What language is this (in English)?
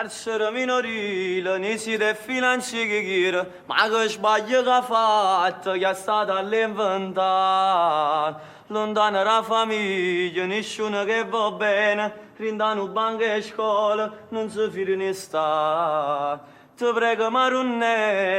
Neapolitan